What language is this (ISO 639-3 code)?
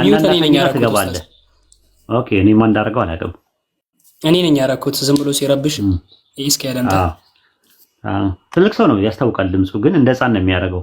amh